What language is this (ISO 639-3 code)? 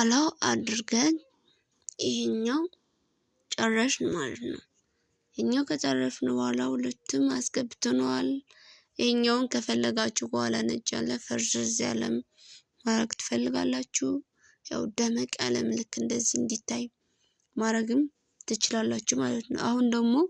amh